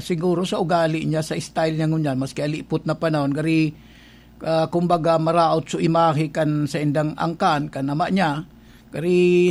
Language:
Bikol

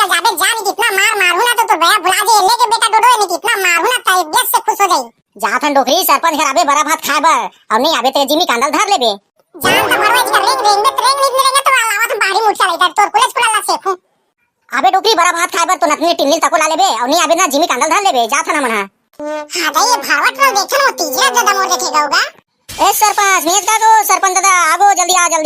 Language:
Chhattisgarhi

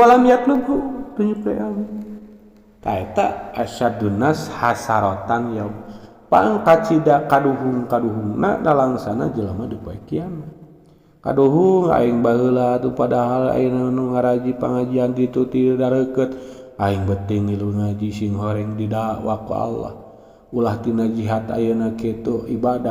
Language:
Sundanese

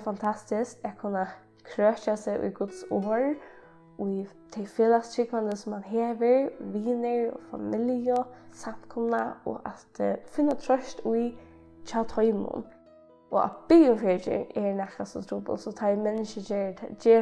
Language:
Faroese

